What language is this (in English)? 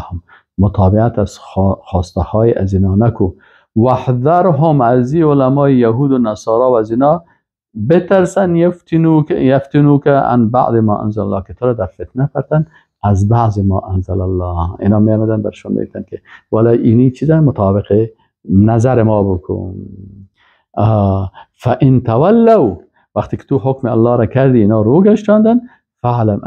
Persian